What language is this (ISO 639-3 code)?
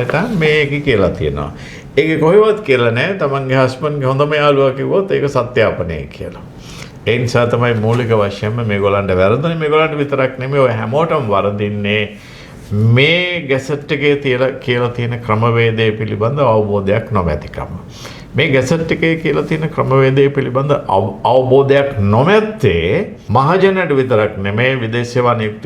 sin